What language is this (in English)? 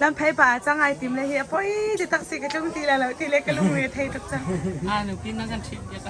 Hakha Chin